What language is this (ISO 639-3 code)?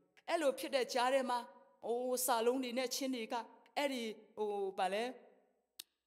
mya